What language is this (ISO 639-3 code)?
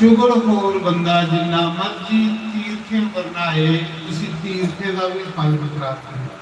doi